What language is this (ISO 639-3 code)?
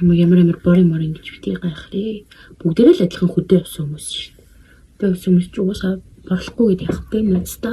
mon